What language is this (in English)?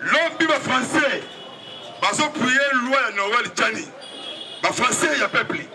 Lingala